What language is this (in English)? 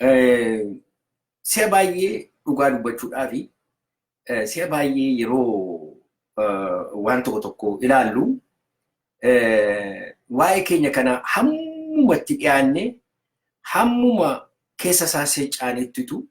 Oromo